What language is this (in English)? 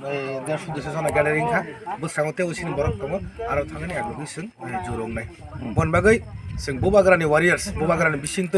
Kok Borok